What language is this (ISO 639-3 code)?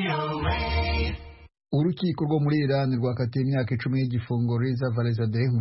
kin